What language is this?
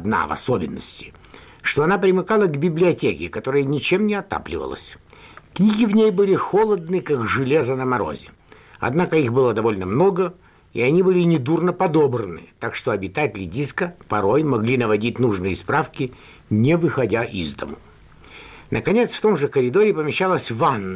Russian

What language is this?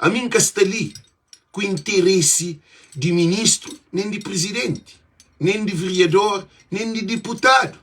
Kabuverdianu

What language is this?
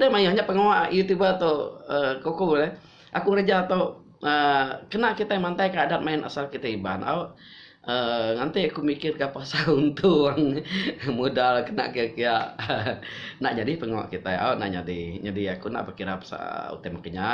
Iban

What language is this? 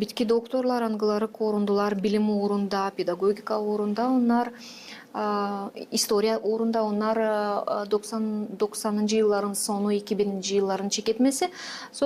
Gagauz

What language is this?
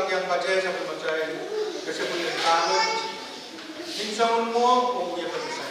Pohnpeian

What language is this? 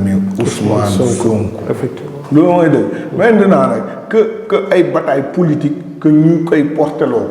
Wolof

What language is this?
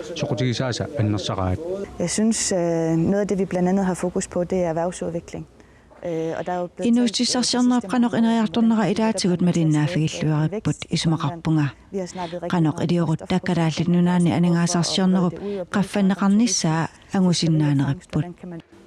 Kalaallisut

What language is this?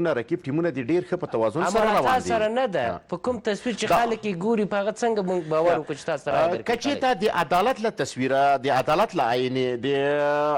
Pashto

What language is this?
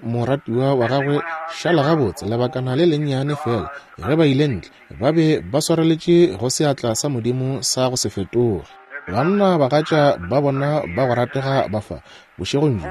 Northern Sotho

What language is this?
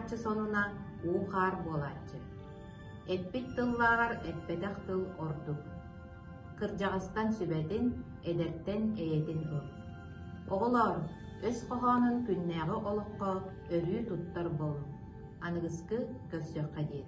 Yakut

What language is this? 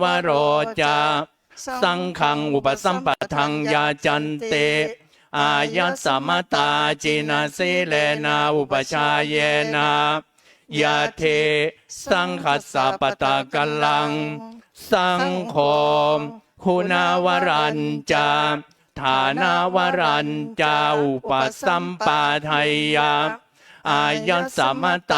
Pali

